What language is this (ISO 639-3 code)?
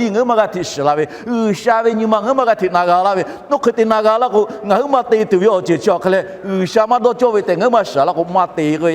lhu